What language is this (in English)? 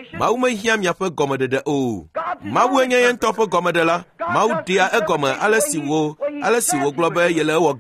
Ewe